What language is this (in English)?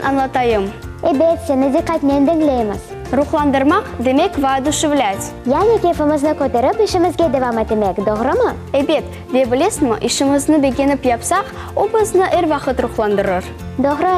Crimean Tatar